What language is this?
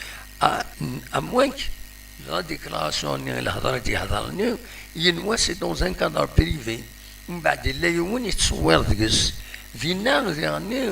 Kabyle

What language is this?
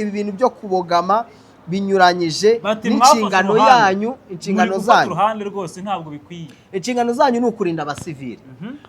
Kinyarwanda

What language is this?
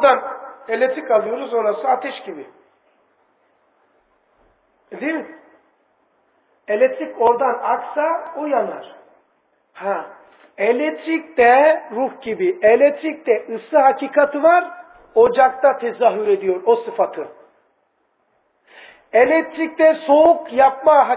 Turkish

